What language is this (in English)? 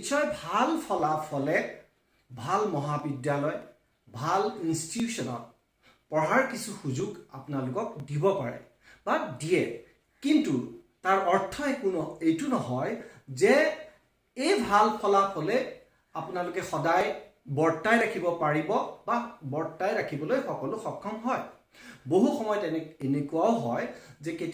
Assamese